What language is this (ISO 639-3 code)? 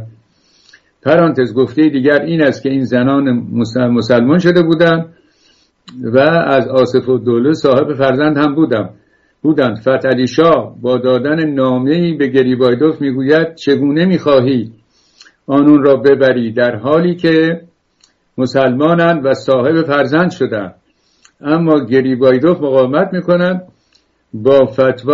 fas